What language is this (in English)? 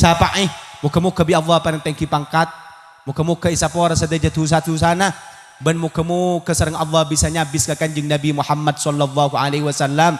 Madurese